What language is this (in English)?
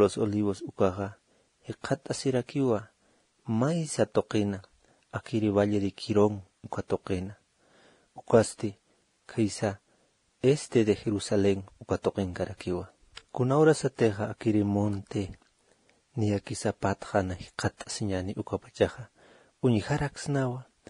Aymara